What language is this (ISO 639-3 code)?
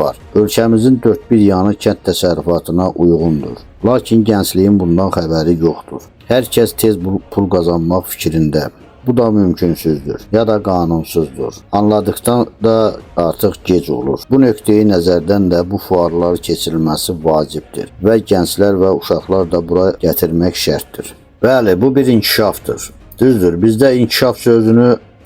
aze